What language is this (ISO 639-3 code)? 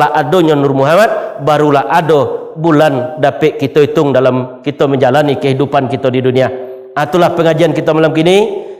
min